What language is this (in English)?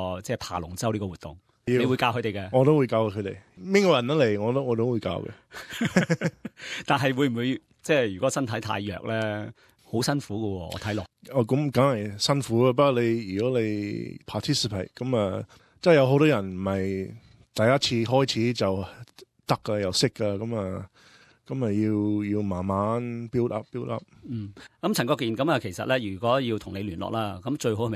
Cantonese